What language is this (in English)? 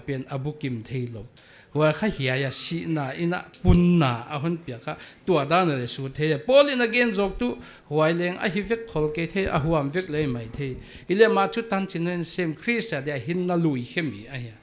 Paite Chin